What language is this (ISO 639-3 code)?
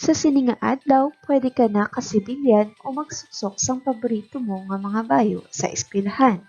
hil